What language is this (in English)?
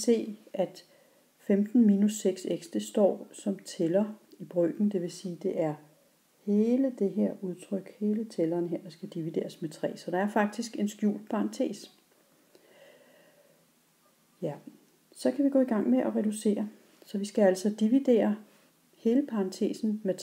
Danish